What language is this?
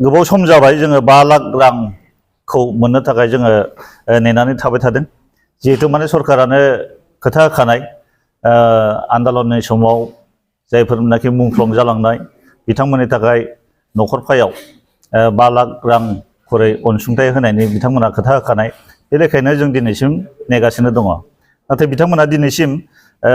Bodo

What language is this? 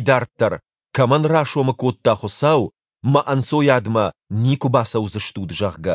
Ossetic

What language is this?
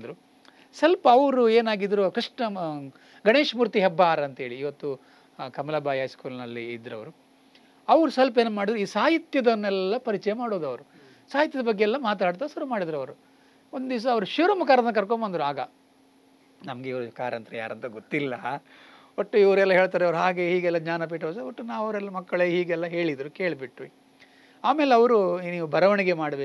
Kannada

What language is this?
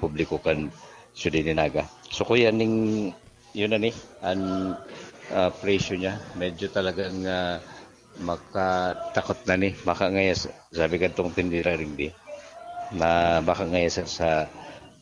Bikol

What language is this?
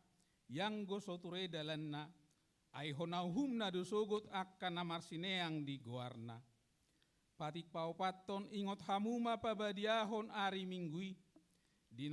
Batak Toba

